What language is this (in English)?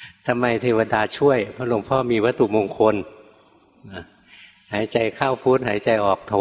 Thai